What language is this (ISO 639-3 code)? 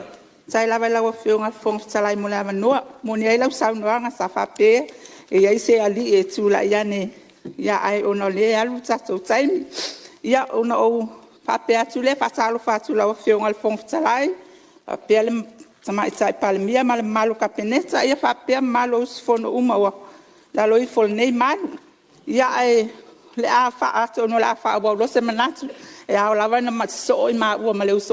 smo